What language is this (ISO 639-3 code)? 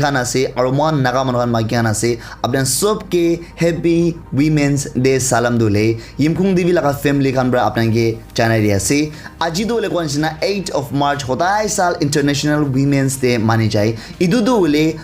nag